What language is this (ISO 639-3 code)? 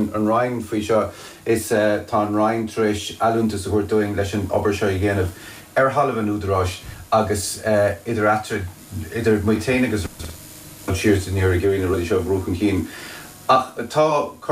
gle